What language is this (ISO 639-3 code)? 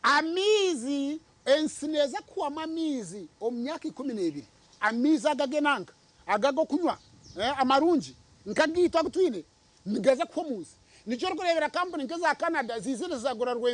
nyn